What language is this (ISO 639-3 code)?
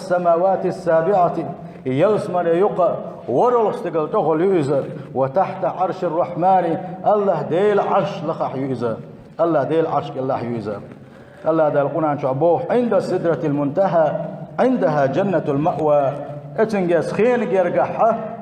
che